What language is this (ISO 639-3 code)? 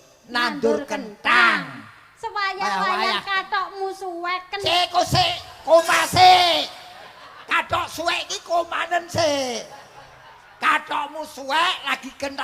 jav